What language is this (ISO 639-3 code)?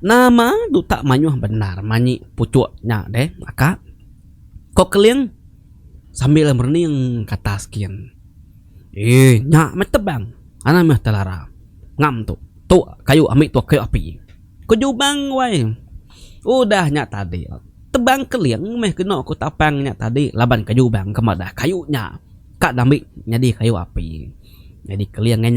iba